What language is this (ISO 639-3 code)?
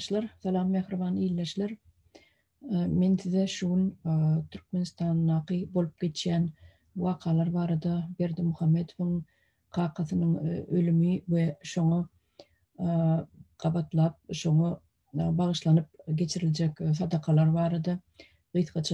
tuk